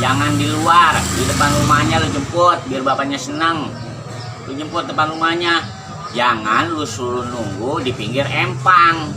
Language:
Betawi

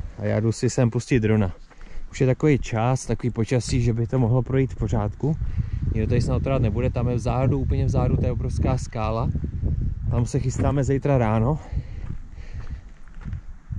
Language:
Czech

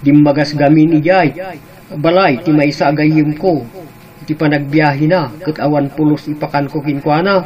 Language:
Iloko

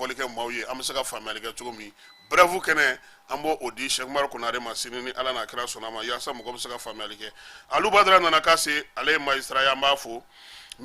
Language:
Bambara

